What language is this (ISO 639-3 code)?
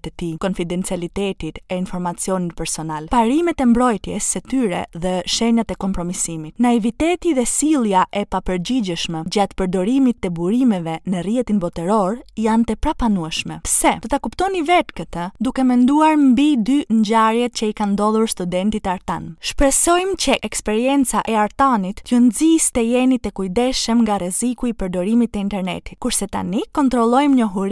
sqi